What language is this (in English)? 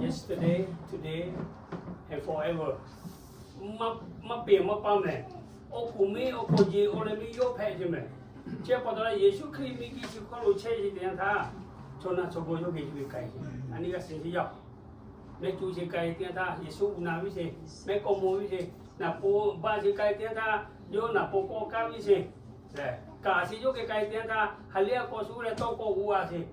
Lahu